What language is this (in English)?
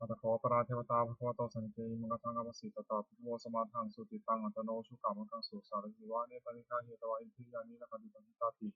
Pali